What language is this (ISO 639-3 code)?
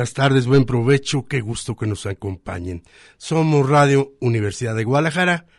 spa